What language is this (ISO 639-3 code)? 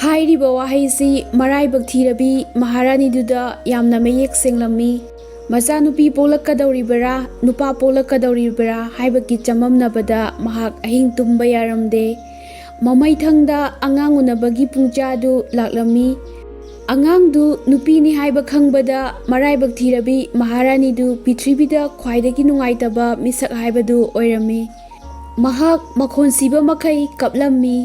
mni